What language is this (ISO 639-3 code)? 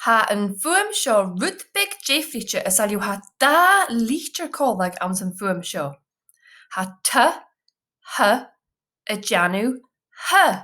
gla